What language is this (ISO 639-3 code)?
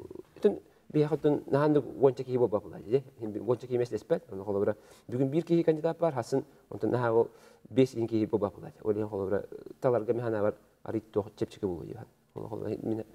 sah